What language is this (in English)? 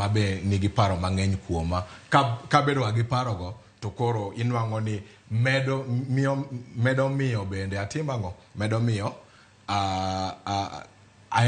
Luo (Kenya and Tanzania)